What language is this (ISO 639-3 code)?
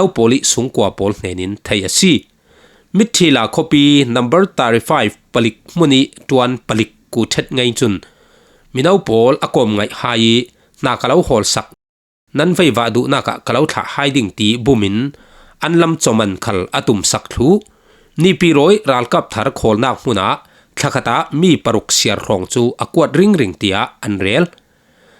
cfm